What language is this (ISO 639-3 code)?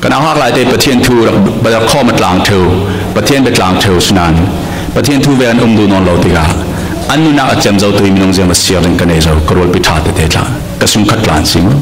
cfm